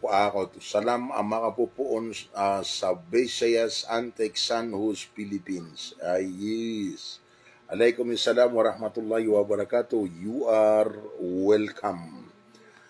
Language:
Maranao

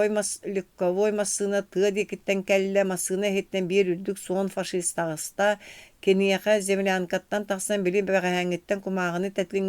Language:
Yakut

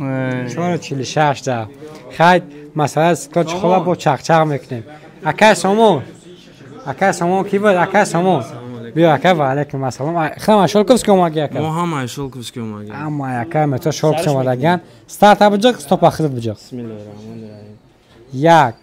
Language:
Tajik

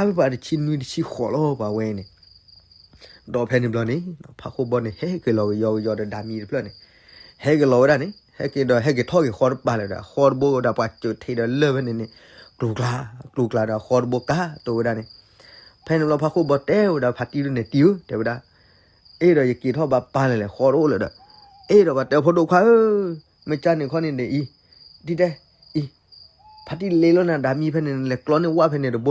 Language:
S'gaw Karen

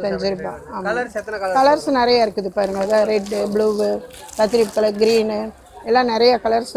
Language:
Tamil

